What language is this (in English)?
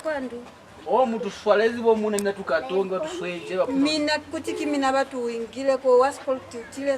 Lozi